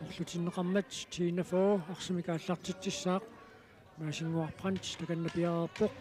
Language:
Kalaallisut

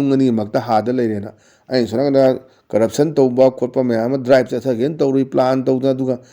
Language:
Manipuri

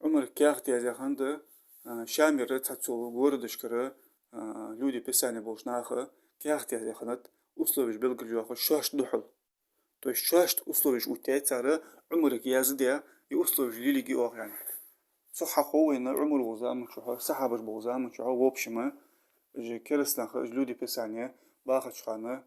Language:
Ingush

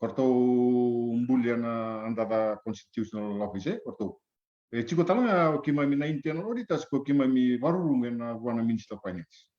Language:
Fijian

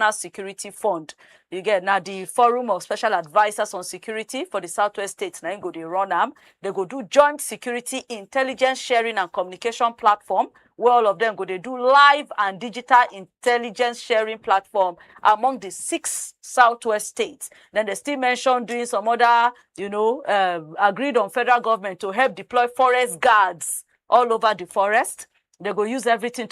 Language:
Nigerian Pidgin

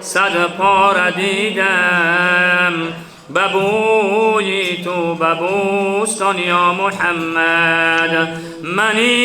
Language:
Tajik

